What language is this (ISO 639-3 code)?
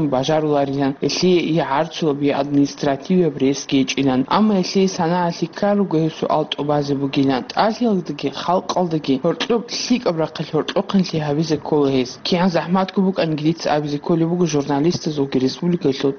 ava